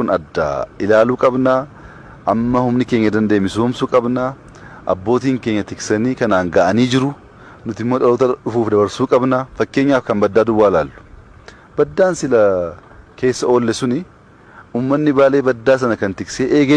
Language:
Oromo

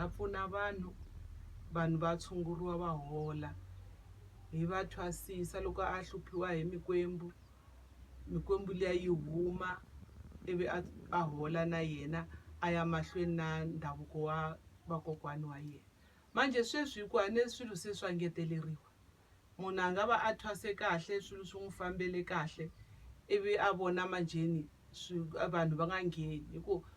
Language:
Tsonga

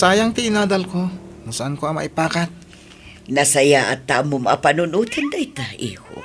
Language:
Iloko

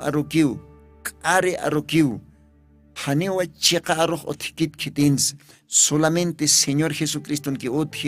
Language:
Aymara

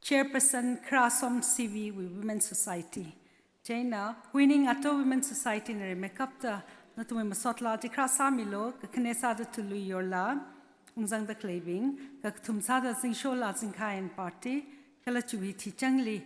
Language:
Tangkhul Naga (India)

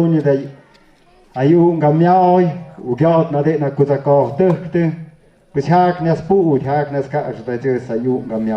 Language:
Tlahuitoltepec Mixe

